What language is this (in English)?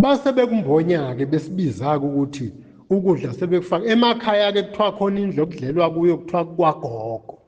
Zulu